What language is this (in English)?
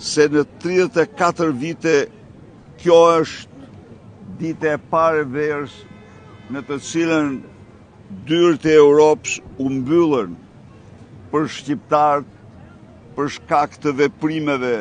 Albanian